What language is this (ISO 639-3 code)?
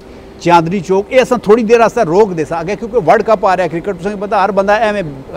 pan